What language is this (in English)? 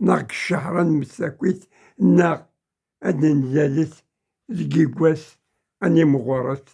Kabyle